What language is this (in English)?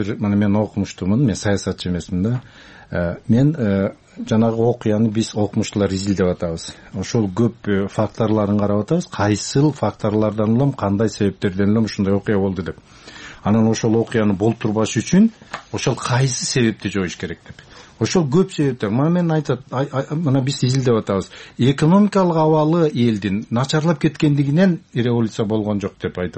Kyrgyz